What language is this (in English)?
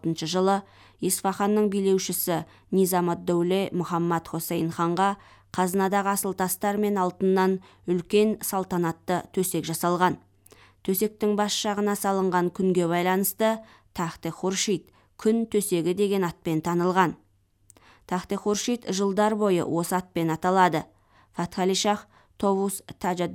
Kazakh